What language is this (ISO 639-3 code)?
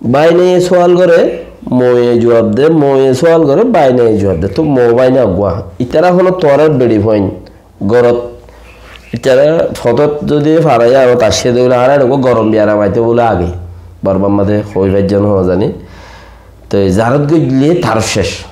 rhg